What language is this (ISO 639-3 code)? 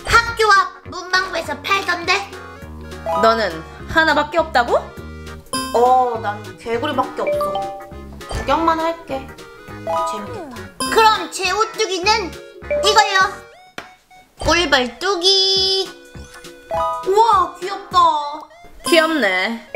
kor